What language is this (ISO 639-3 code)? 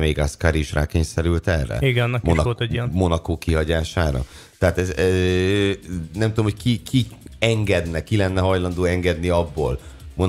hun